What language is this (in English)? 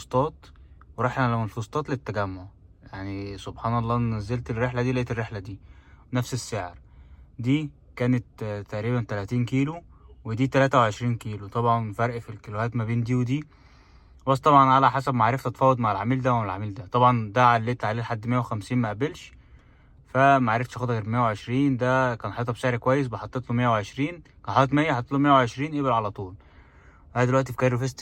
Egyptian Arabic